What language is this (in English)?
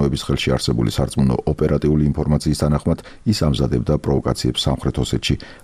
Georgian